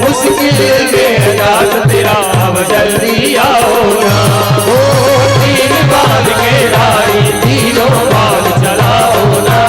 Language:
Chhattisgarhi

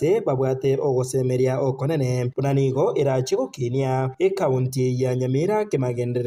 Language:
Gusii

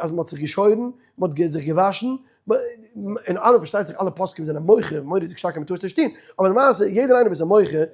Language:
Yiddish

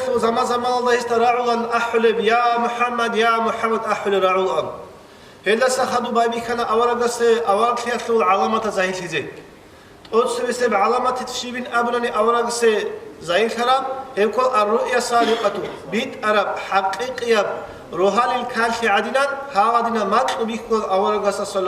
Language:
Avaric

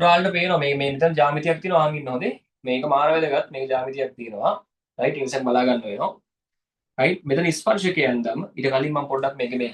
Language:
Sinhala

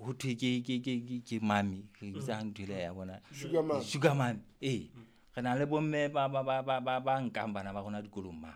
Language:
Southern Sotho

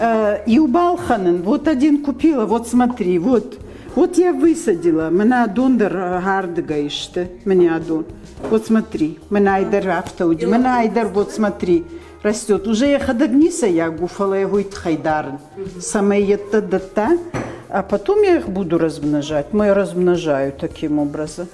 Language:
Ossetic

